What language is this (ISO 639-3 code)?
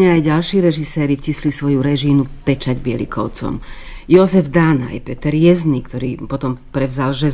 slk